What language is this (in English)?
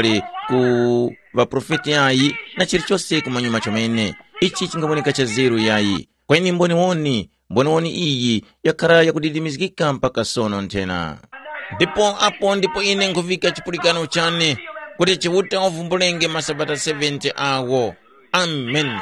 Tumbuka